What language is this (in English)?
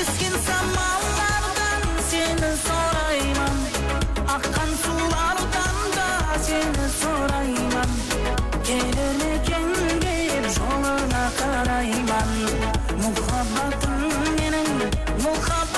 Kara-Kalpak